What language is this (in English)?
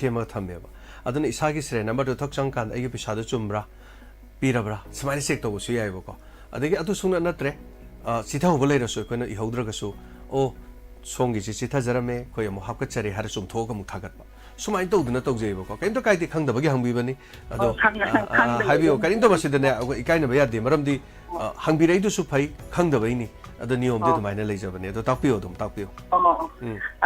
Manipuri